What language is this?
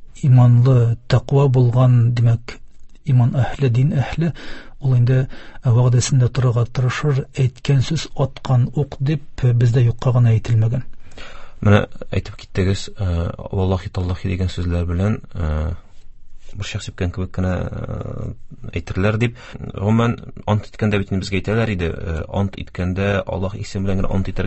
Tatar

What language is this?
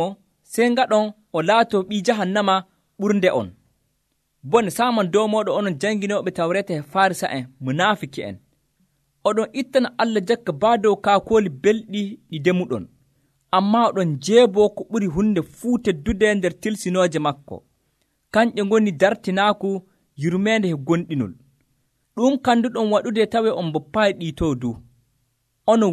Nigerian Fulfulde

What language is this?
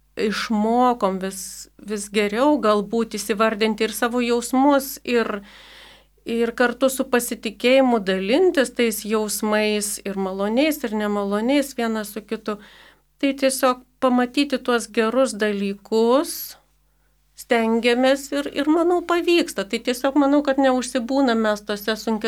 Lithuanian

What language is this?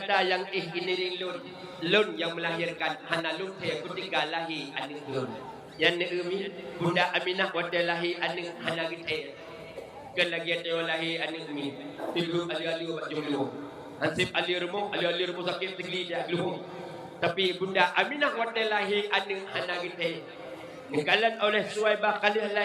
Achinese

